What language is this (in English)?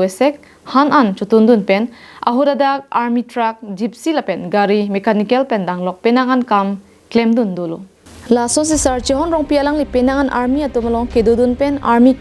Karbi